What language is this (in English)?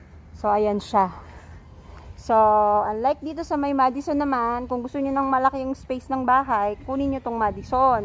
Filipino